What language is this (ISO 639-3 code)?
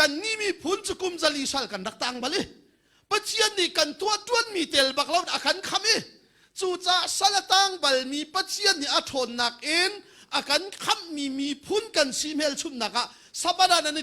cnh